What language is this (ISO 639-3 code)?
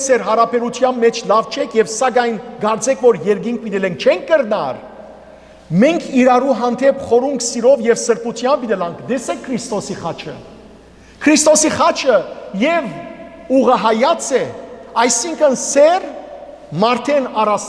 hyw